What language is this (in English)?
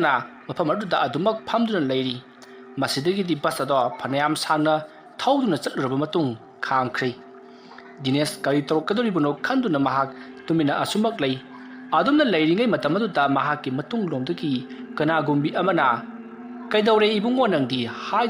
Manipuri